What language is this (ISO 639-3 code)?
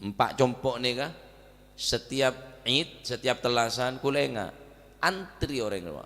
mad